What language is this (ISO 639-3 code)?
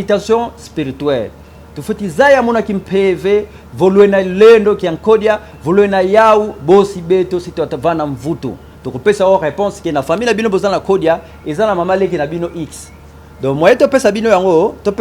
lin